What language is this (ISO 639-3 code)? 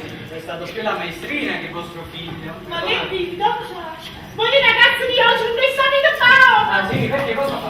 nap